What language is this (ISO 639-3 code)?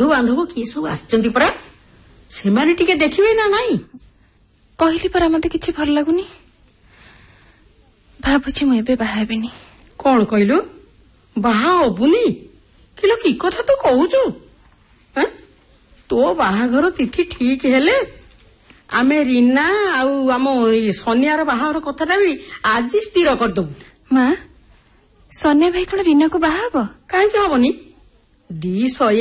ori